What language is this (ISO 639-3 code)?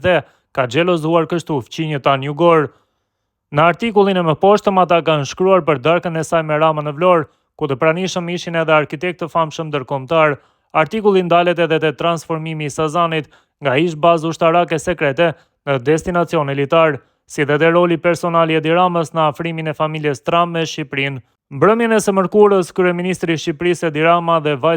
sqi